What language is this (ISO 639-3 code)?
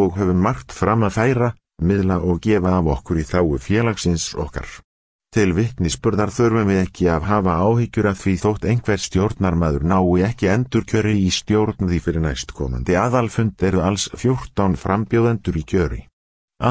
isl